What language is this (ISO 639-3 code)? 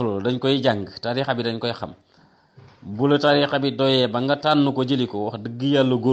wol